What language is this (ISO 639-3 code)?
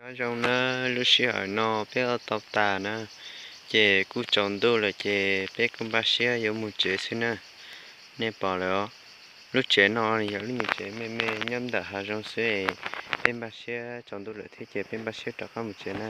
hmn